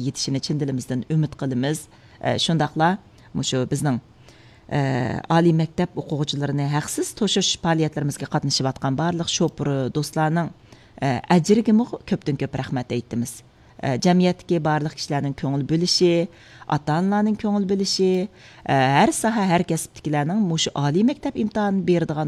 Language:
Uyghur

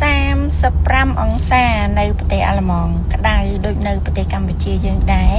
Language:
Khmer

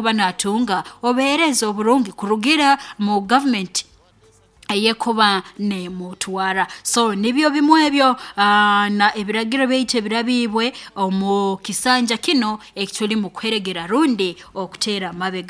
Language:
Nyoro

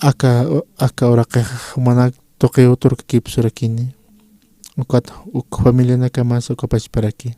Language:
Aymara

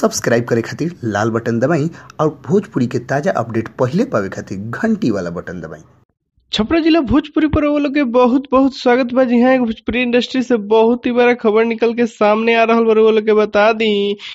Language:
Bhojpuri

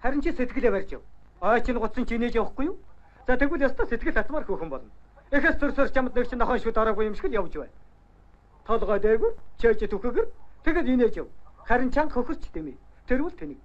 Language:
Mongolian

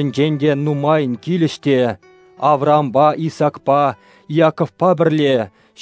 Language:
Chuvash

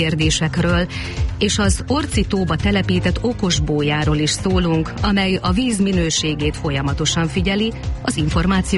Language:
Hungarian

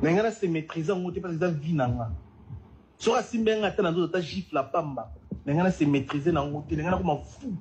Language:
Lingala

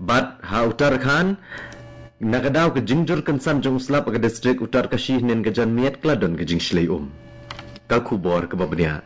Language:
Khasi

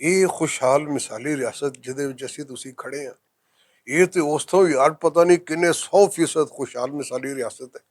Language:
Western Panjabi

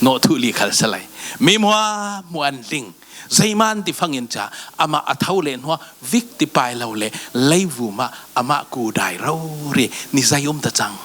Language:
Falam Chin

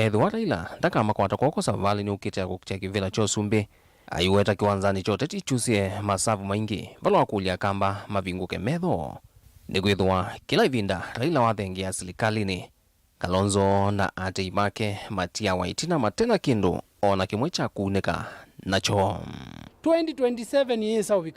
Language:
Kamba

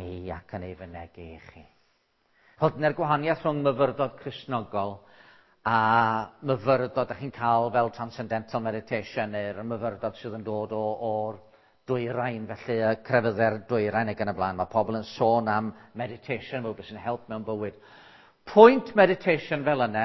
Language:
Welsh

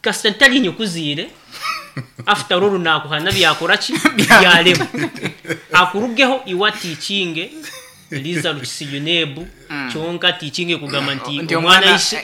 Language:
Nyankole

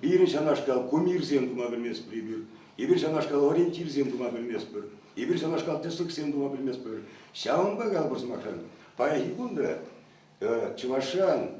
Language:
Chuvash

